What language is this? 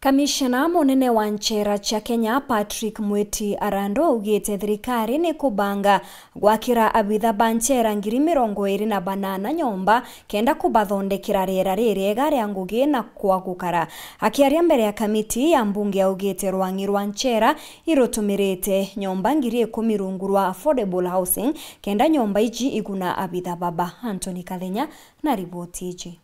Meru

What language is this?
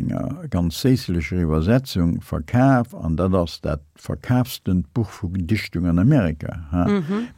Luxembourgish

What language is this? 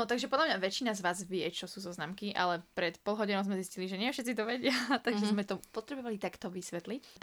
Slovak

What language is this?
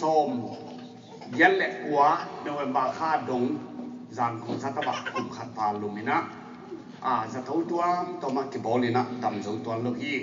Tedim Chin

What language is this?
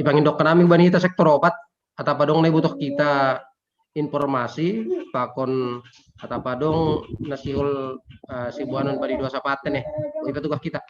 Batak Simalungun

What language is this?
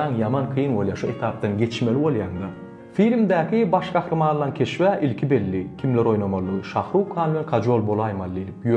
Turkmen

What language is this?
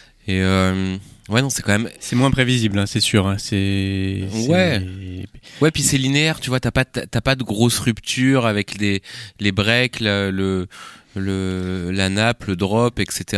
French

